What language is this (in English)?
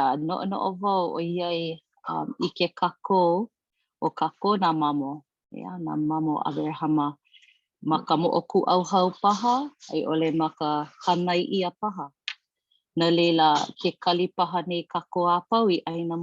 Hawaiian